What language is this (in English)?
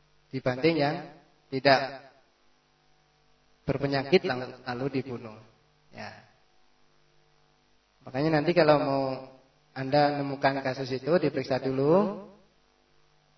Indonesian